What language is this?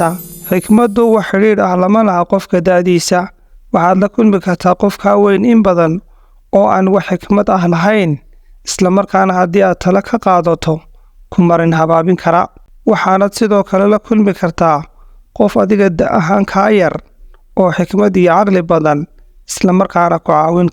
Somali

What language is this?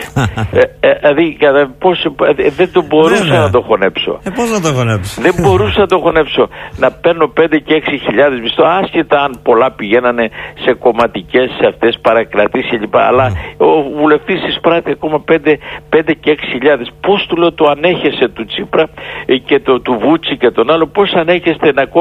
Greek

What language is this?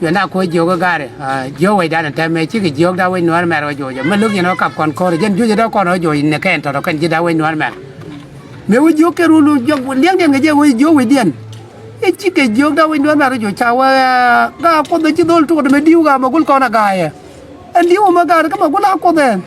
Nuer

